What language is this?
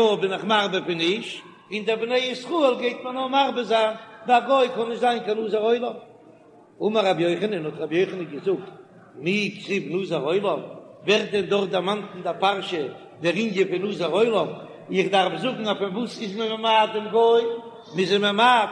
Yiddish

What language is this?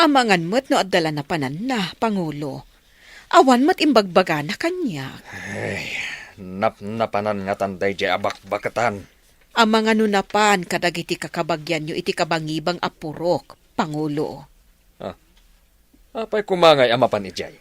Iloko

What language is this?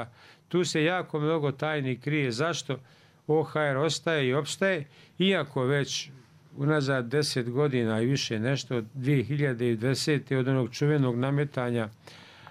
Bosnian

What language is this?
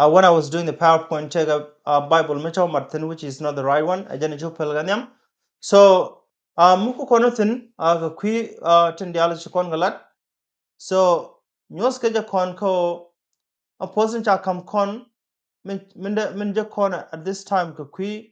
Nuer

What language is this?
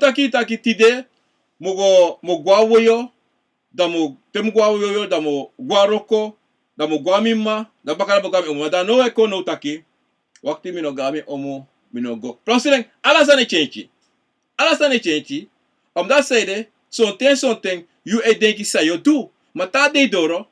Sranan Tongo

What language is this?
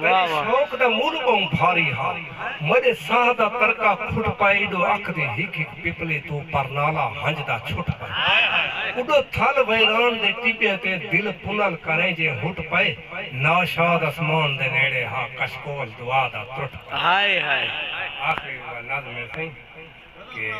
Saraiki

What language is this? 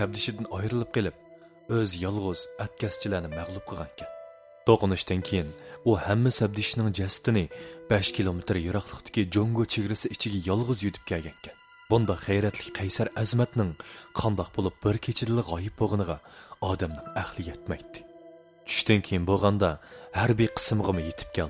Uyghur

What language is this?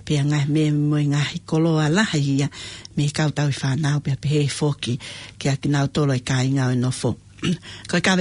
Tongan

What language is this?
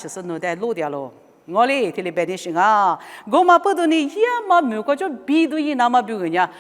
Lisu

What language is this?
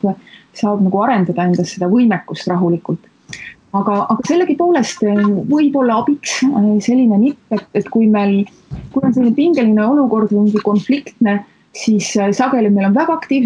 Estonian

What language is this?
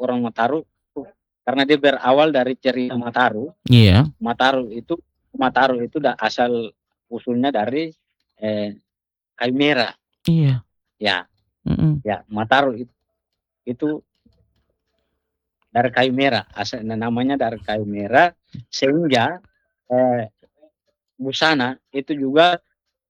Indonesian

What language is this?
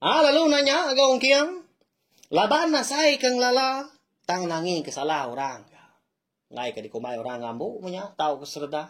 Iban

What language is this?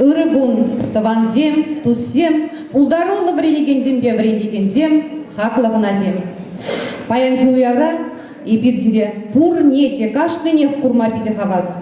Chuvash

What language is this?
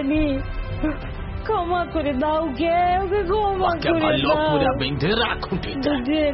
Bangla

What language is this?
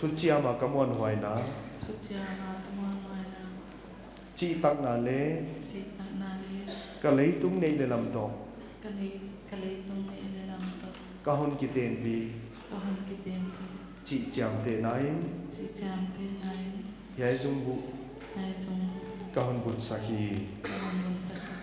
Paite Chin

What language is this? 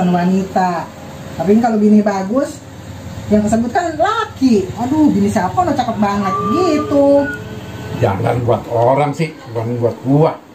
Betawi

